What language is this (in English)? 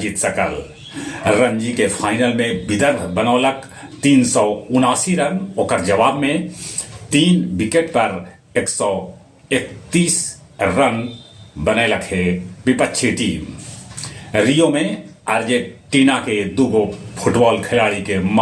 Magahi